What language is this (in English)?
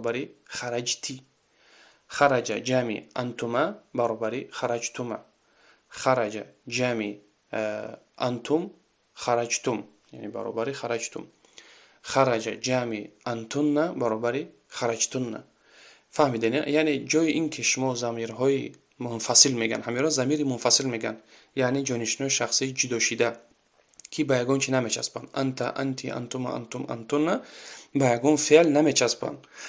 Tajik